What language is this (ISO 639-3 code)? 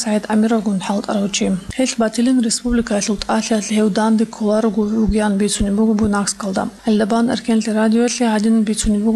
ava